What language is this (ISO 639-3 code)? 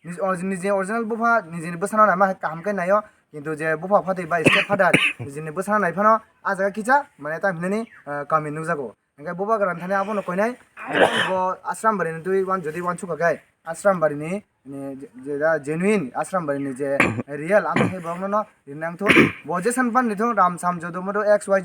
trp